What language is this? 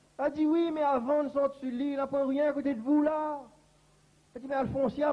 Réunion Creole French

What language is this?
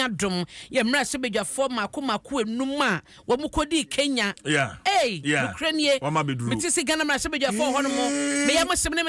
Akan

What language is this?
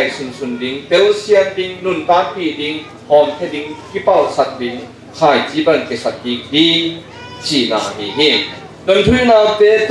Tedim Chin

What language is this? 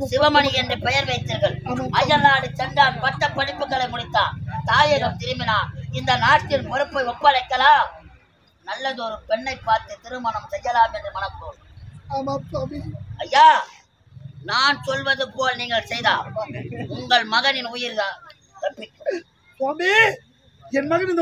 Tamil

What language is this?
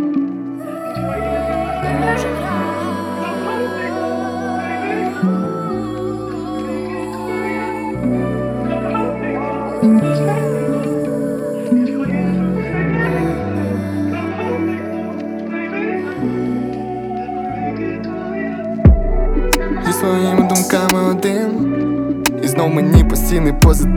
Ukrainian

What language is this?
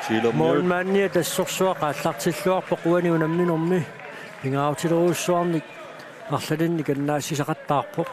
Kalaallisut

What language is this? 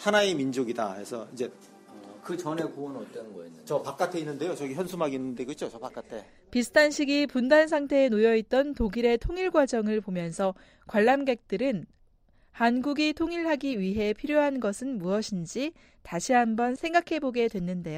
Korean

